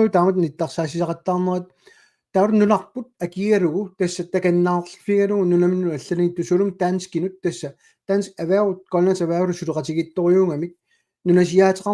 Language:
Kalaallisut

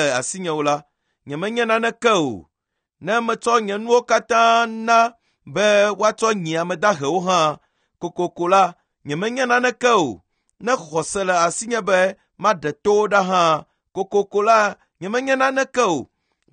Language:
Ewe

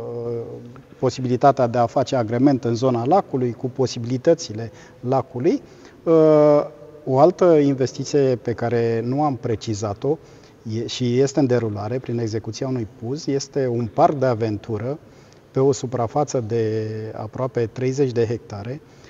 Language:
Romanian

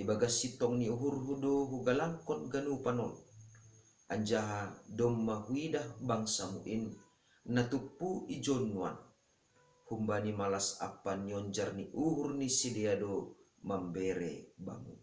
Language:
Batak Simalungun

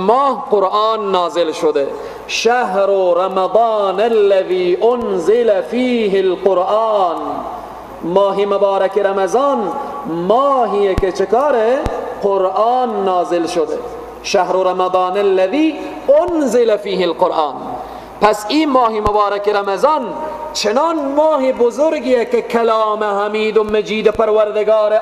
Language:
Persian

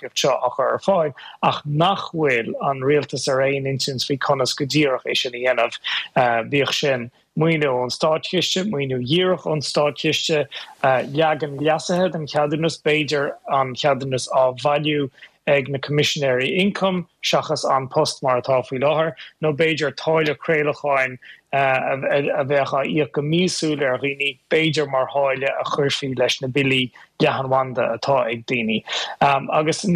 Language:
Irish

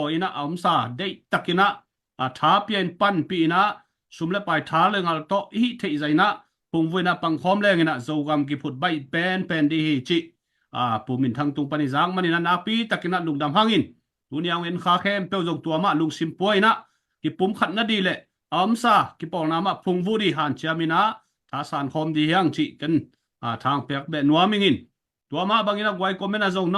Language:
Tedim Chin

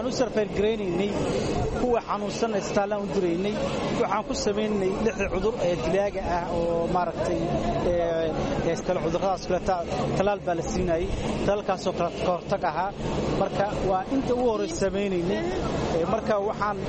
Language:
Somali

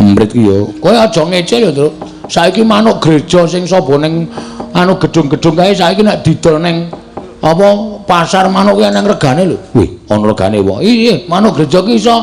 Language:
Javanese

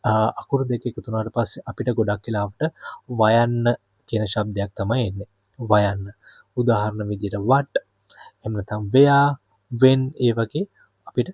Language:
Sinhala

